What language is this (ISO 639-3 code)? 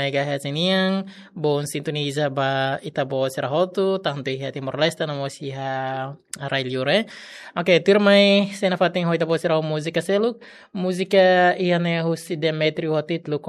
tet